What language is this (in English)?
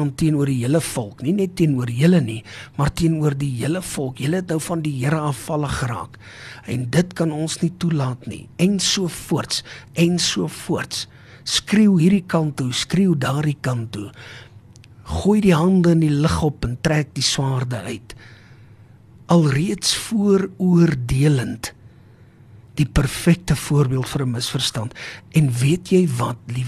Afrikaans